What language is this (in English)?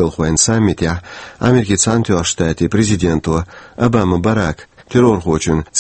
Chechen